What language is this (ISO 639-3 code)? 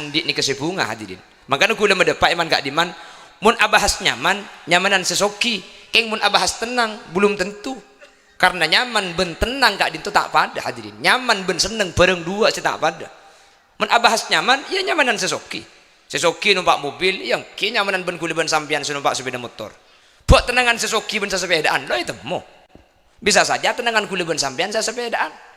mad